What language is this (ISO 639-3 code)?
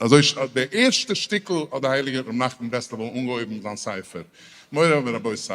yid